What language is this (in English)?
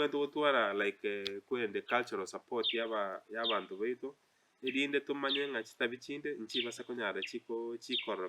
Gusii